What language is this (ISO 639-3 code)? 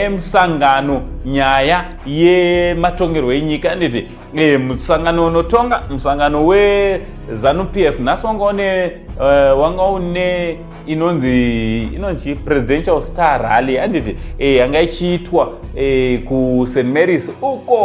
sna